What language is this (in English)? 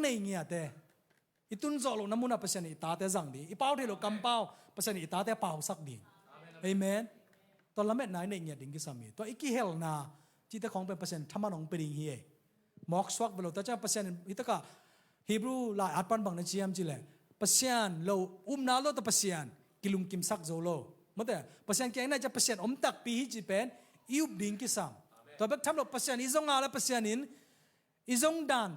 Tedim Chin